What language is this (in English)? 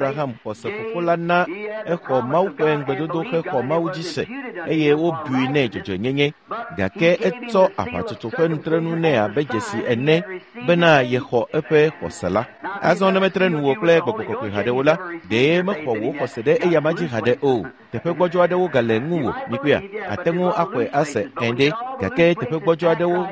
Ewe